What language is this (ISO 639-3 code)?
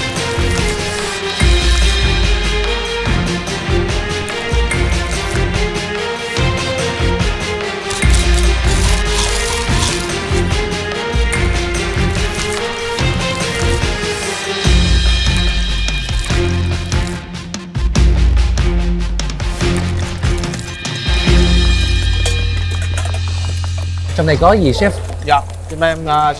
vie